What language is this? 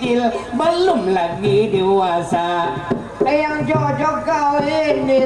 Banjar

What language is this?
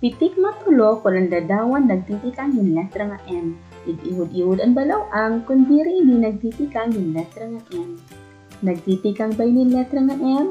Waray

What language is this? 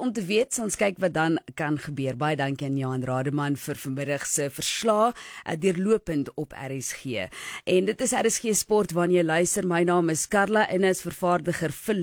Afrikaans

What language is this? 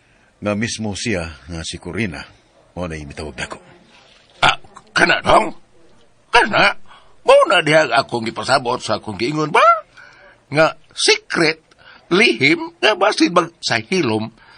Cebuano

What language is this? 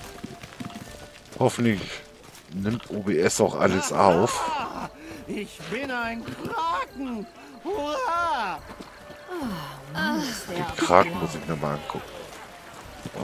German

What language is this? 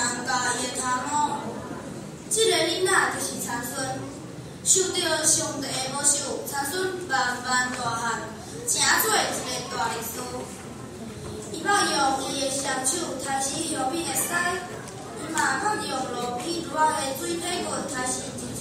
Min Nan Chinese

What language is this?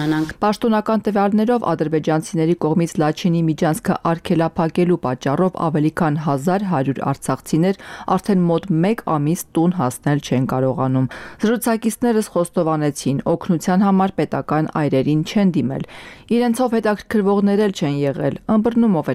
Armenian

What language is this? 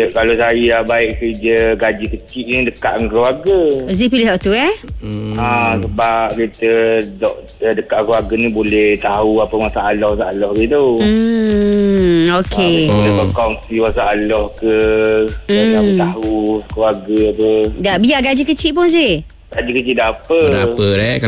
Malay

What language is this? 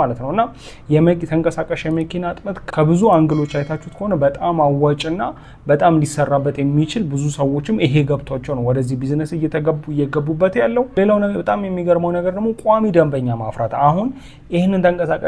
Amharic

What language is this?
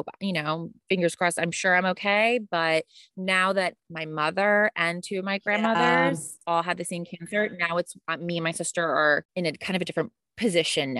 English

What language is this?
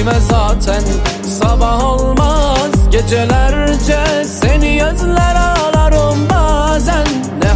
Turkish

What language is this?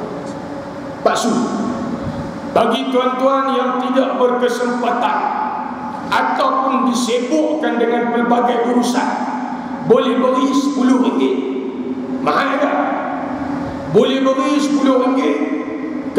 Malay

